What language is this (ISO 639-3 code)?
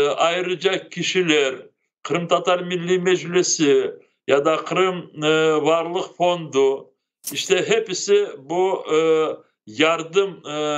crh